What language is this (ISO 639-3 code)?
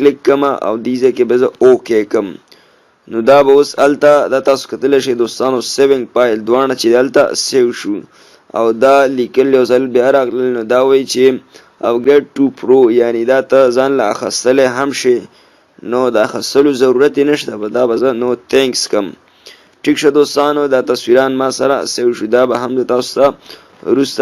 pus